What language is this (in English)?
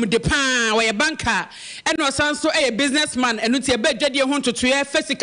Akan